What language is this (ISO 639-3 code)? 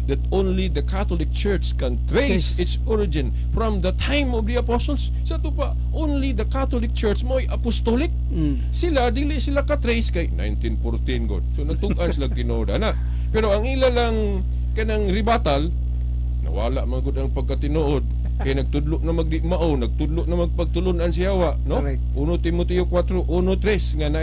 ceb